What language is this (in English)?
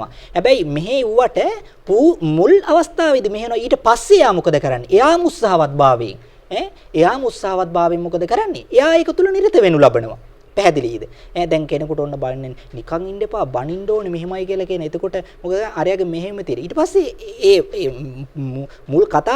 Sinhala